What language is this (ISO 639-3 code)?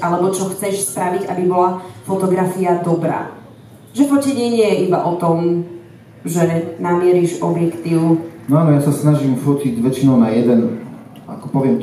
slk